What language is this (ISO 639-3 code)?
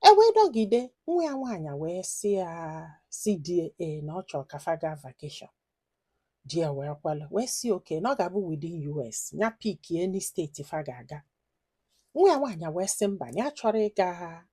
ibo